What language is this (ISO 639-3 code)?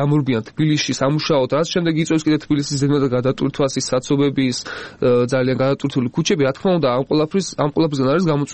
kat